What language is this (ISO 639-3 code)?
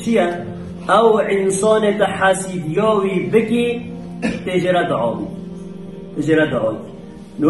kur